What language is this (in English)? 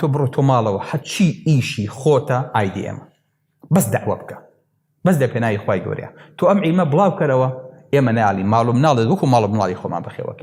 Central Kurdish